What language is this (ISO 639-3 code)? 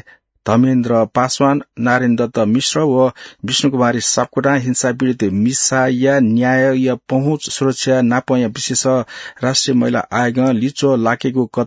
new